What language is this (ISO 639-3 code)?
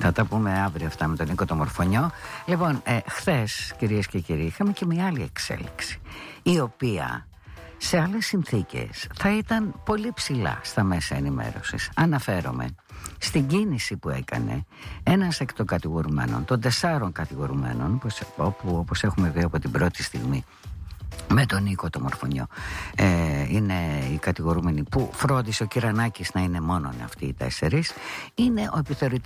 ell